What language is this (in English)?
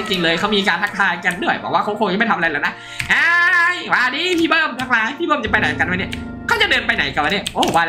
Thai